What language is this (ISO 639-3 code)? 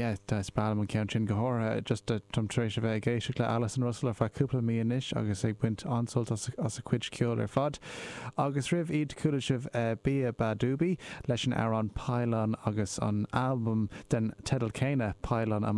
gle